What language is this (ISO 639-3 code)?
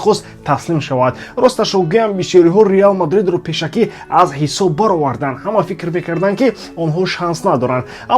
tgk